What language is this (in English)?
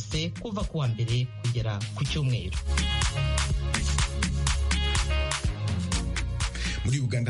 Kinyarwanda